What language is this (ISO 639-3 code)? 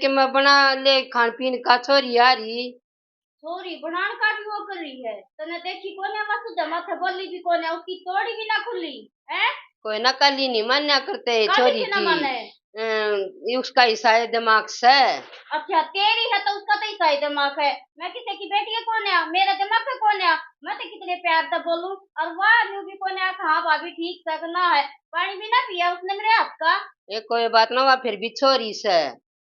bgc